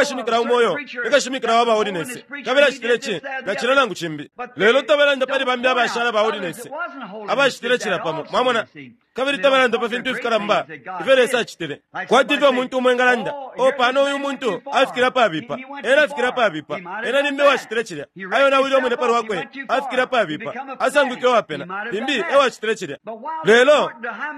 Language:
Bemba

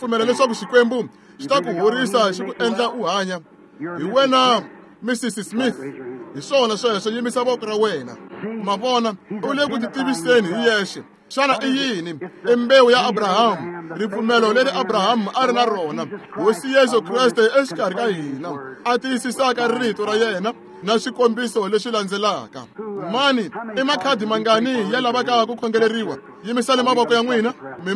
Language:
Tsonga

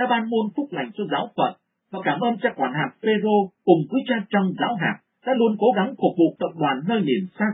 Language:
Vietnamese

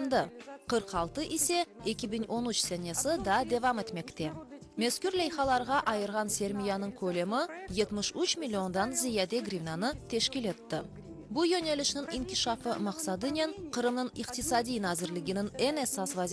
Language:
Crimean Tatar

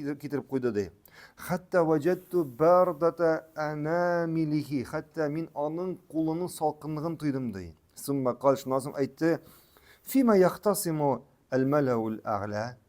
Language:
Tatar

